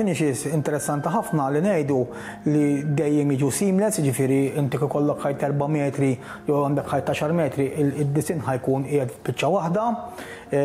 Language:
Maltese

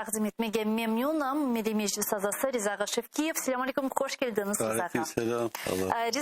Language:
Crimean Tatar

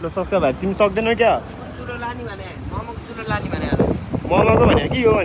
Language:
Nepali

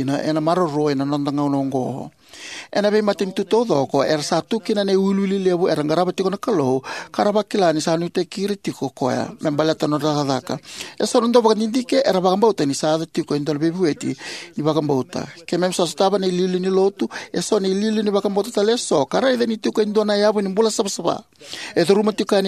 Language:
Fijian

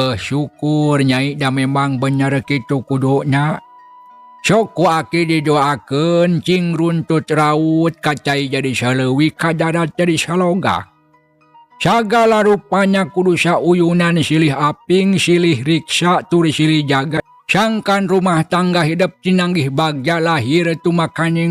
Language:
Sundanese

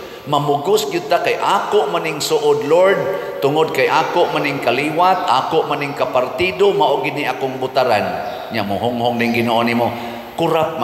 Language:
Cebuano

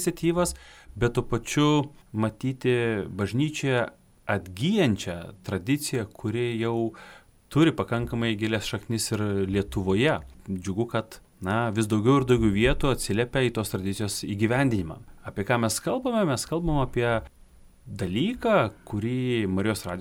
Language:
Lithuanian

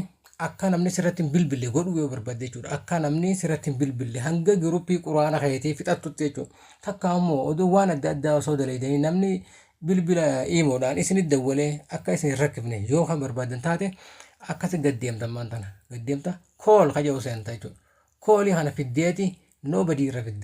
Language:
Oromo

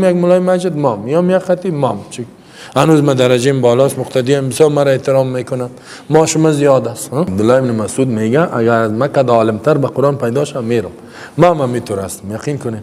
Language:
Persian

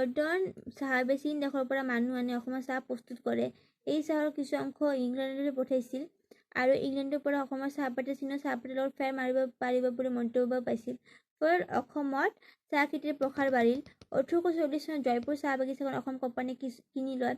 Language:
Assamese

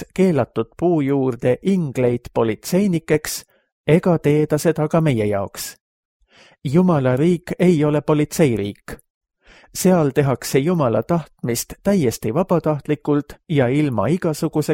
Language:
Estonian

